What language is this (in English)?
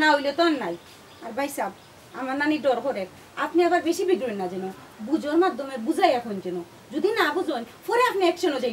Sylheti